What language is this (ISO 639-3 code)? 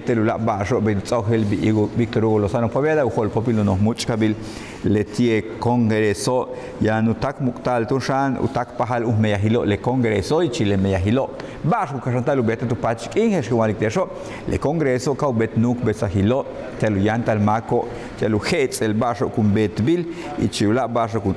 yua